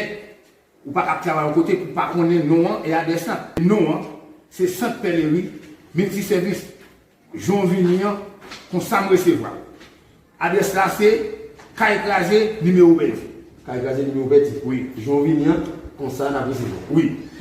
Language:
Haitian Creole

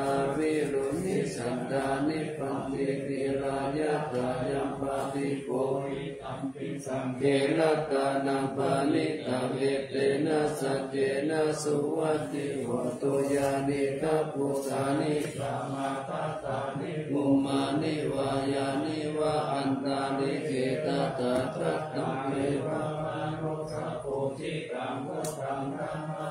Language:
Pali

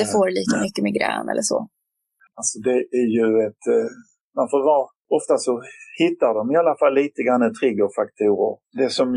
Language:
Swedish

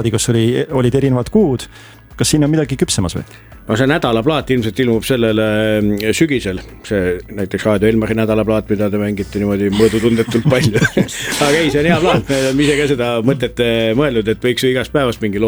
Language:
Estonian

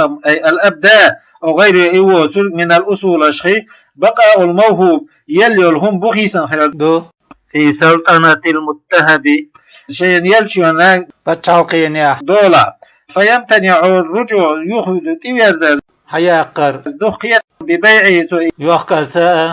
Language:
Chechen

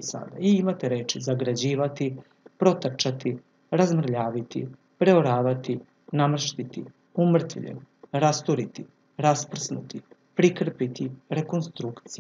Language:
Serbian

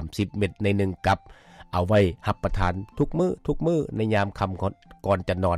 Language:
Lao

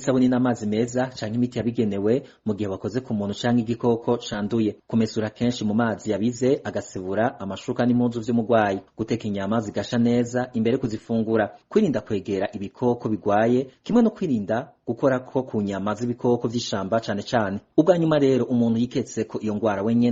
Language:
Rundi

